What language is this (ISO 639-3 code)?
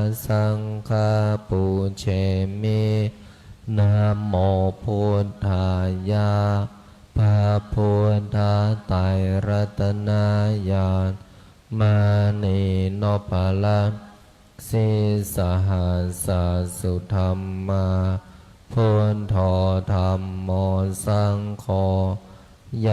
pli